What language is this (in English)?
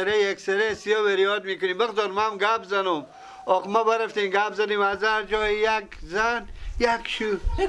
Persian